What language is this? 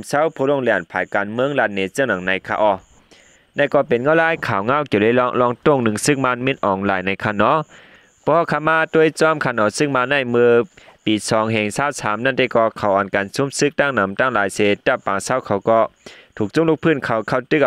Shan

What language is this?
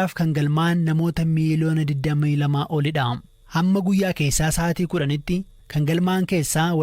Oromo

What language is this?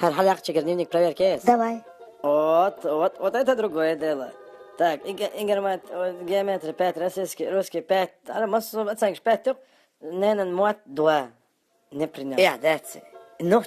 Chechen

